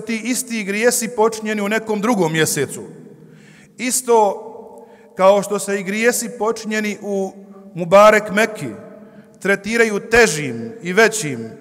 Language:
Bosnian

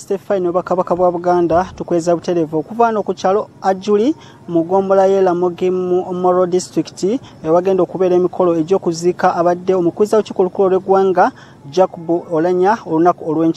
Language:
Ganda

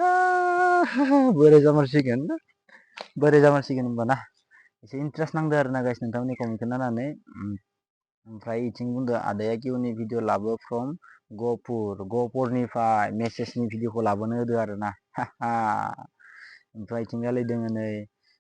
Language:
Bodo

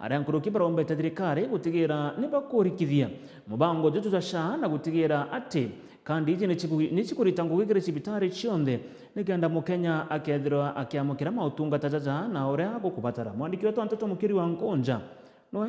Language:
Meru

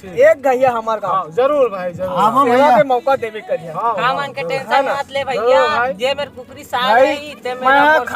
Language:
Chhattisgarhi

